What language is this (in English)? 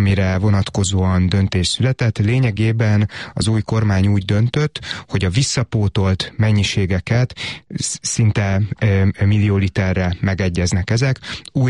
Hungarian